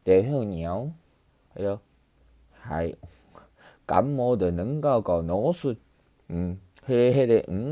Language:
Min Nan Chinese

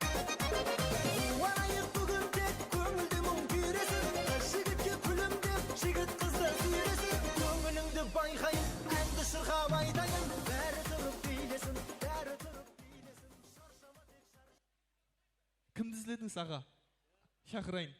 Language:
Kara-Kalpak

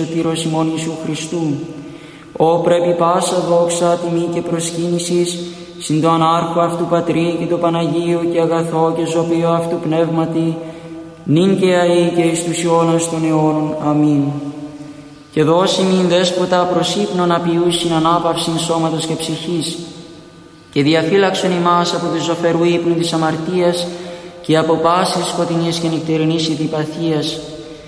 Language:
Greek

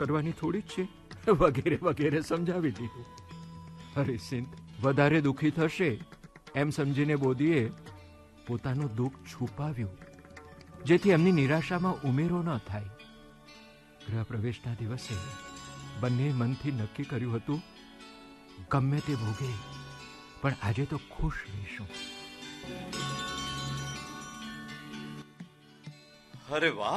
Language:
Gujarati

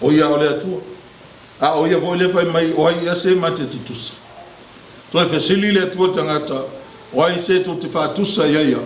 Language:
Samoan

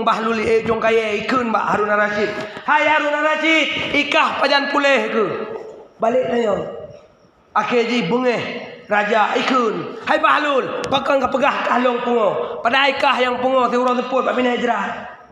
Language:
Achinese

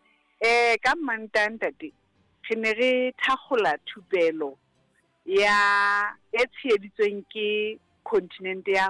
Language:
Southern Sotho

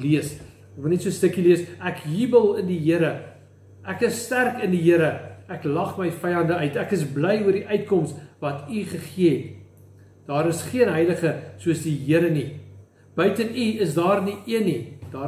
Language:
Afrikaans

